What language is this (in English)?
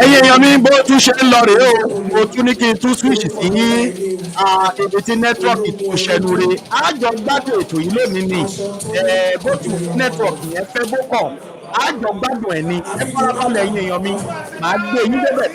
Yoruba